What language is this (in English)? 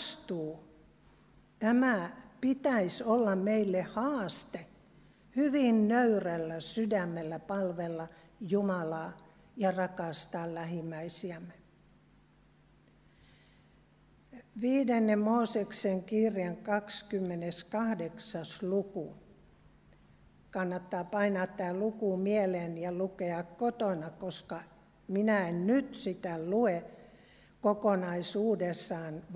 Finnish